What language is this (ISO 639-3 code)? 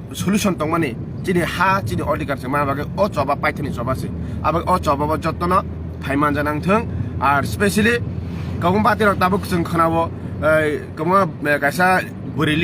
trp